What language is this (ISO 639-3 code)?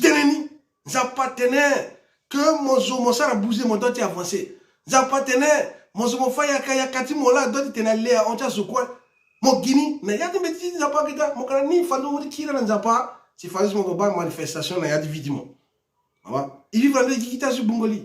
sag